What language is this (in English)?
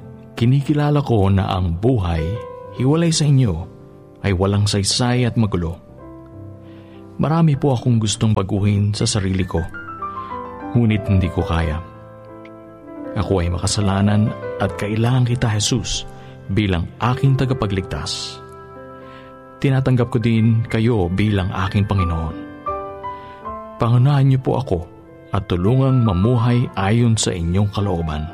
Filipino